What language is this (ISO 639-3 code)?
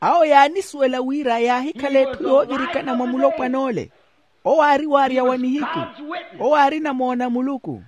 vmw